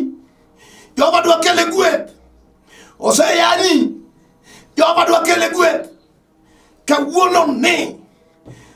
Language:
Luo (Kenya and Tanzania)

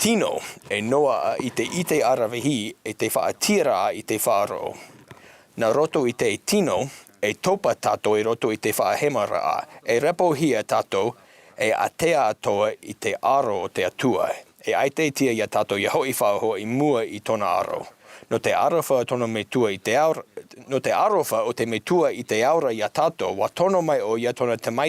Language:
Tahitian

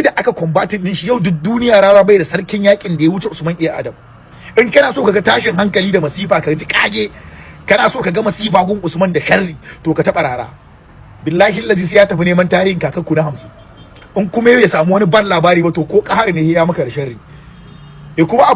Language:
Hausa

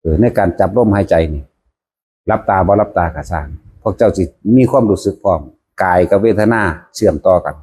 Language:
Northeastern Thai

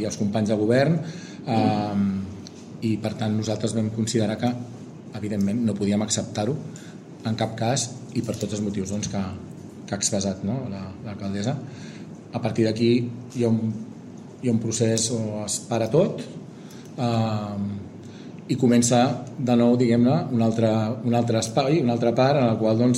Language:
Catalan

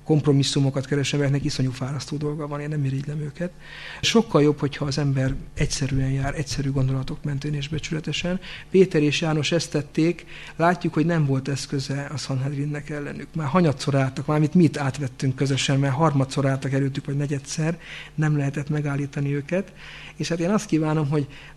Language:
Hungarian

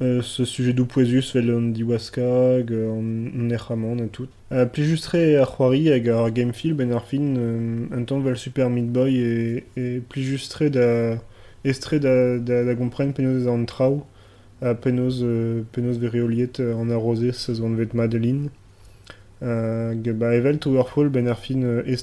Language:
Breton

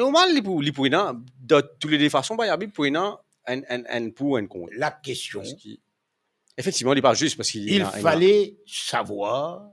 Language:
Morisyen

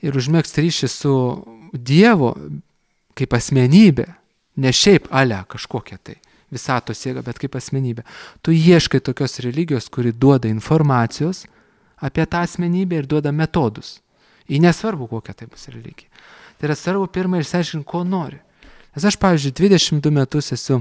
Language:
Lithuanian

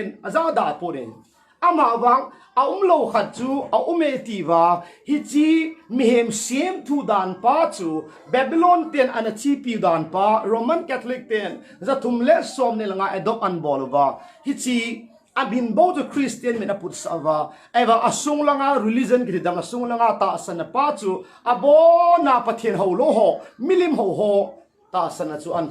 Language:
Thado Chin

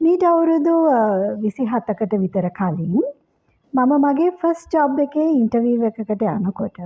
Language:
Sinhala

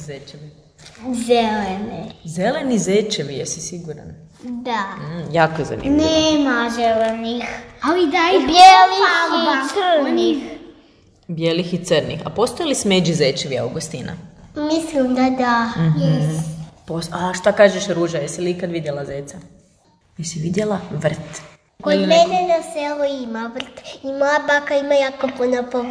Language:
Croatian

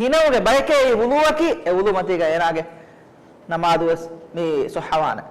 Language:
Divehi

